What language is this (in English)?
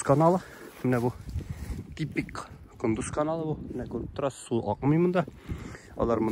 Tatar